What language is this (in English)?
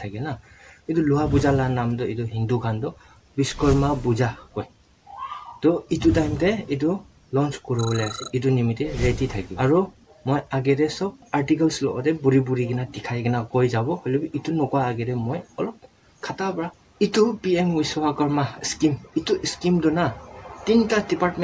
Naga Pidgin